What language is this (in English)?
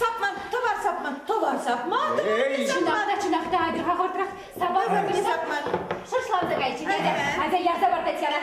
Chuvash